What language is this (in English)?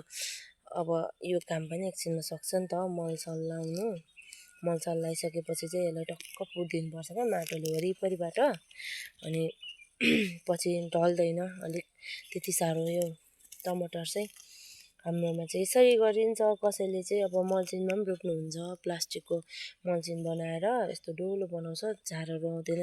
Nepali